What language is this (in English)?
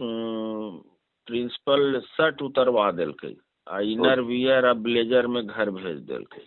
Magahi